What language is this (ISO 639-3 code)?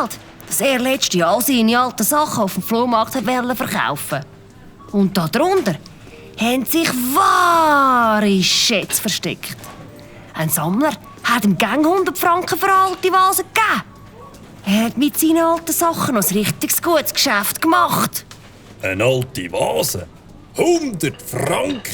gsw